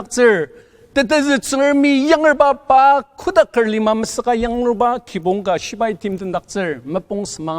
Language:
Ao Naga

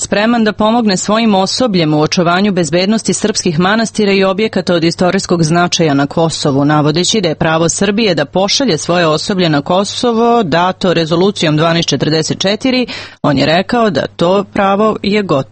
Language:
Serbian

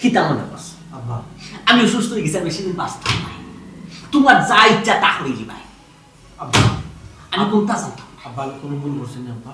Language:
Sylheti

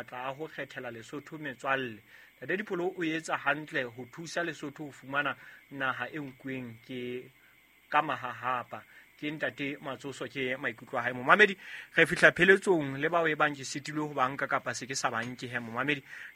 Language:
Southern Sotho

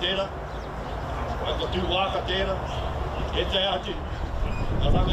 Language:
Māori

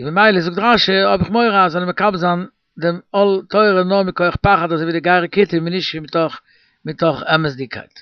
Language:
Yiddish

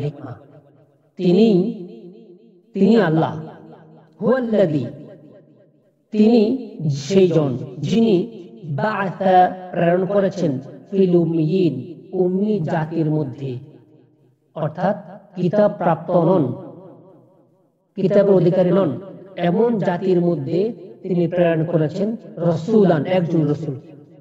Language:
Bangla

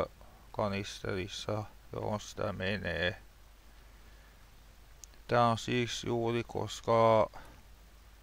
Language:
Finnish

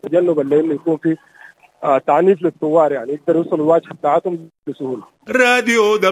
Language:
Sudanese Arabic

